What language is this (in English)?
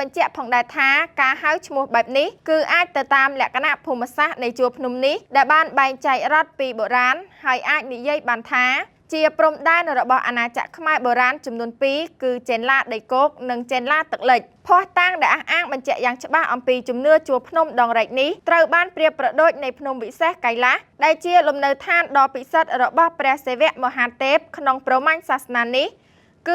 Khmer